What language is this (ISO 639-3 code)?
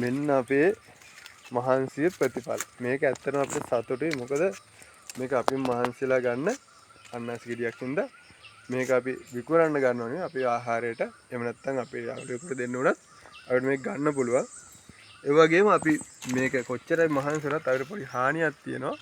sin